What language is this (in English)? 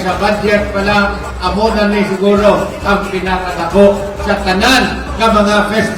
Hiligaynon